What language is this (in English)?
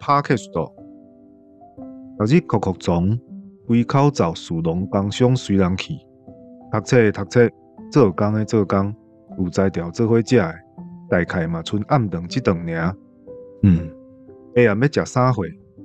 Min Nan Chinese